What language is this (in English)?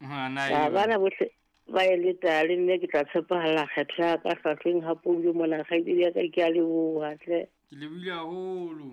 Southern Sotho